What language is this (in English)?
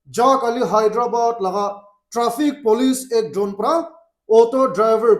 Naga Pidgin